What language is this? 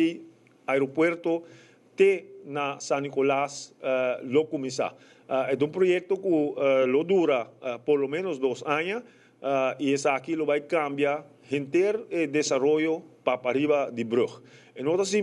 Papiamento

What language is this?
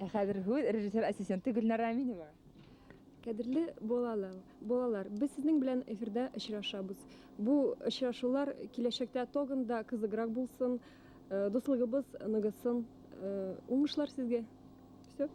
Bashkir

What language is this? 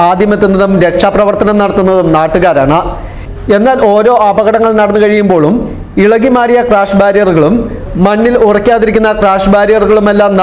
Malayalam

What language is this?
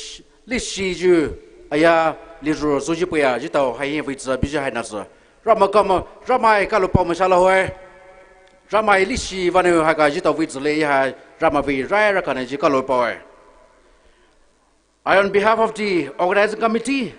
Poumei Naga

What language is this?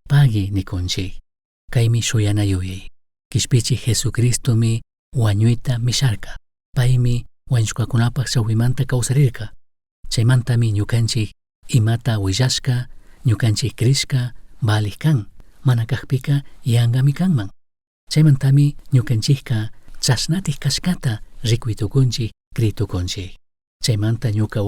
Chimborazo Highland Quichua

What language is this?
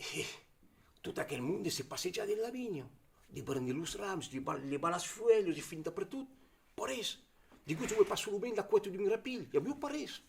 Occitan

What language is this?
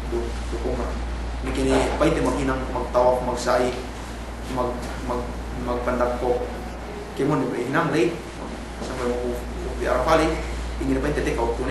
Yakan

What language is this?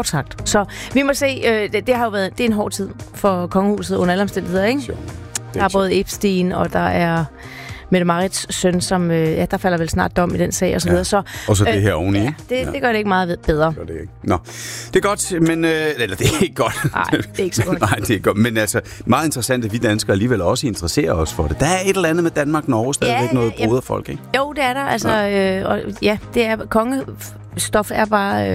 Danish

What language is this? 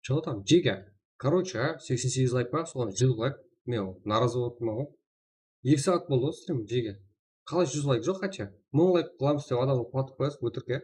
Kara-Kalpak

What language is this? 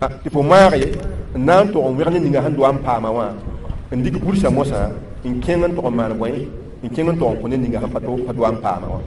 Mossi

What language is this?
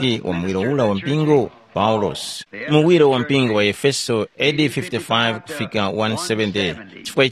Tumbuka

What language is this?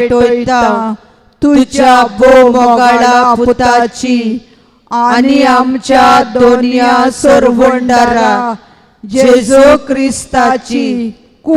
Konkani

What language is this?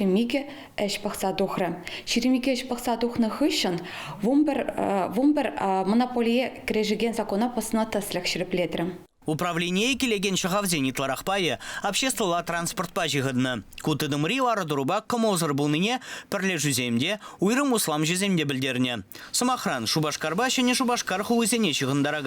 Chuvash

